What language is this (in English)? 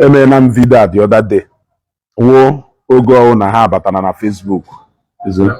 Igbo